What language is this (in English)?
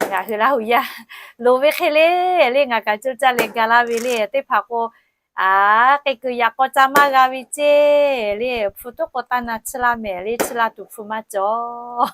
Lahu